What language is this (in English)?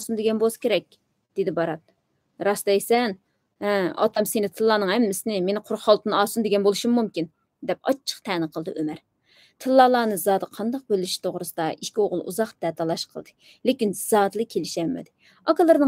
Uyghur